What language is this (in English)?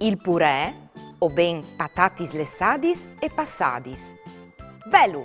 Friulian